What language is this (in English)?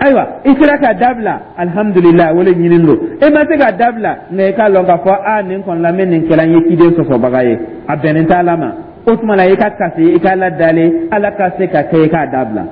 Dyula